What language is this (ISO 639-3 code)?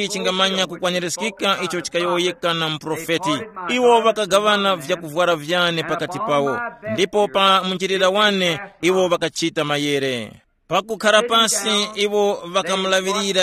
tum